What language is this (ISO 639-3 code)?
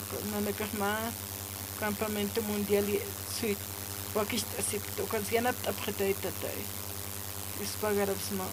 aym